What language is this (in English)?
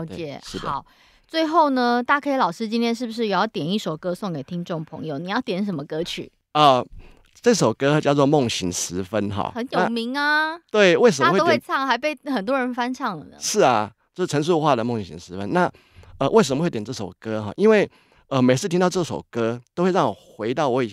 Chinese